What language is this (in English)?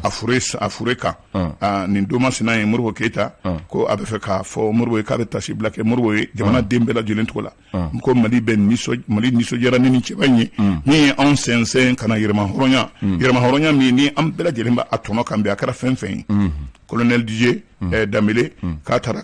Bambara